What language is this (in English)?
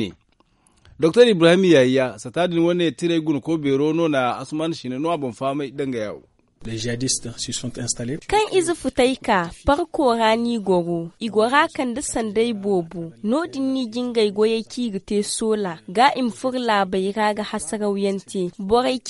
Zarma